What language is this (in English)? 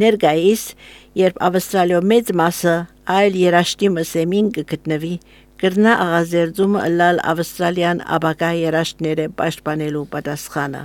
Armenian